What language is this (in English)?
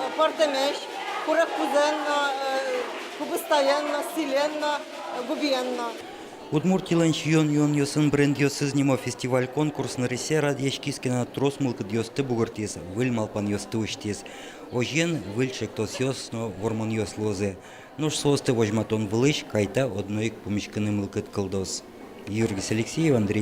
Udmurt